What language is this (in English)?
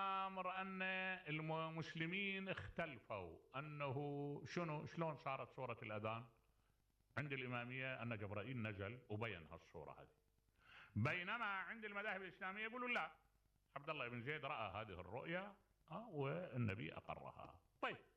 Mesopotamian Arabic